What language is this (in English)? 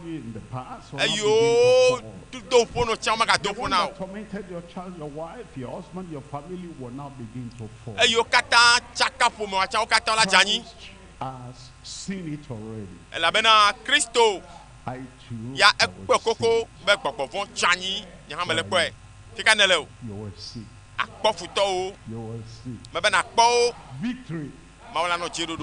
Ewe